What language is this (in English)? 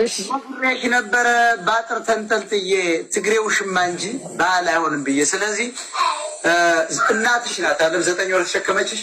Amharic